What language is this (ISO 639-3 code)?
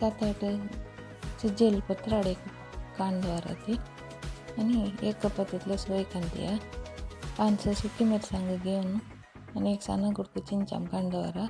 kok